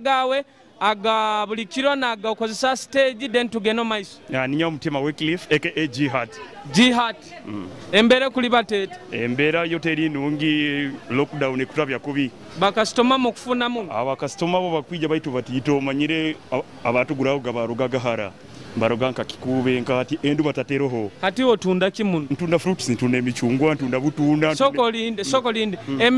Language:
Nyoro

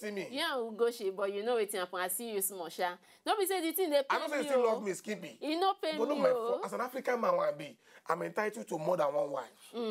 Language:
Nigerian Pidgin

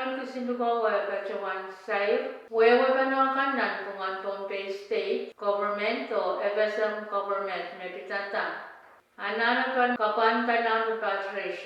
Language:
Pohnpeian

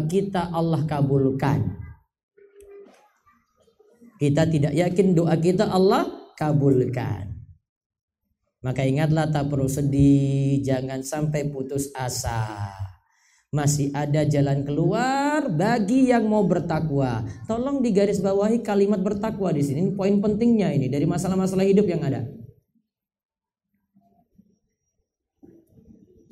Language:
Indonesian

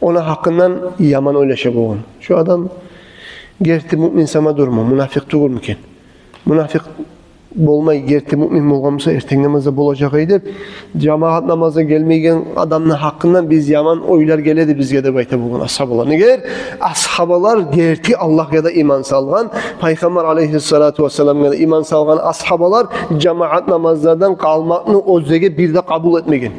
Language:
Kumyk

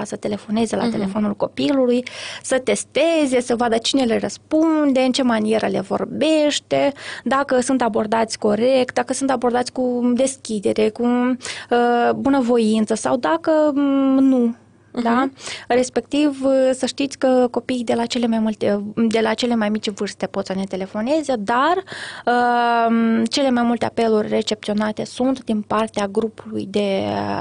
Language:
Romanian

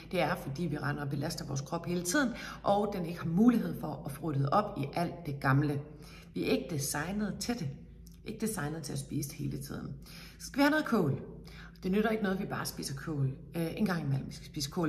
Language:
Danish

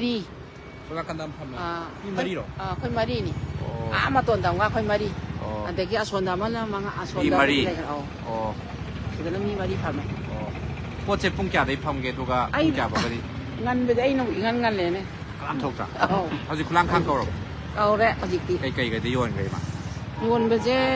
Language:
Manipuri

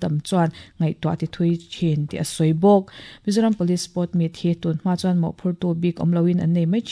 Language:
Mizo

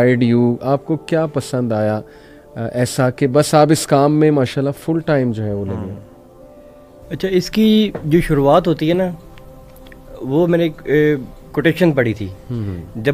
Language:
Urdu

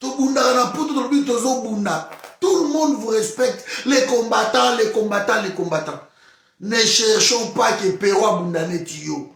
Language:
Lingala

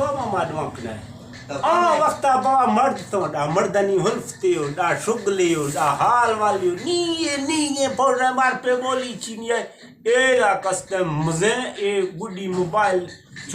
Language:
Eastern Balochi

